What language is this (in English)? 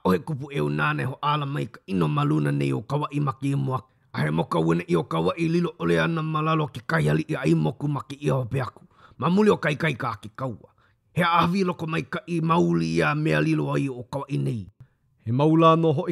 Hawaiian